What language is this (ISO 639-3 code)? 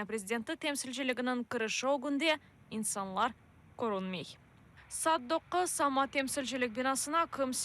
crh